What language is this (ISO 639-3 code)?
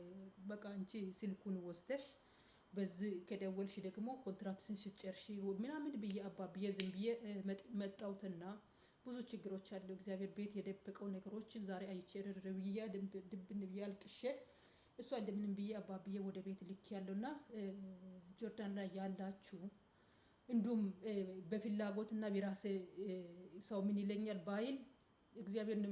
amh